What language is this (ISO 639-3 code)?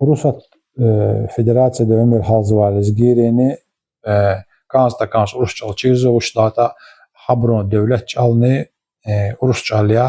lez